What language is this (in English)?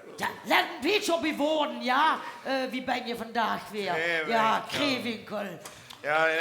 Limburgish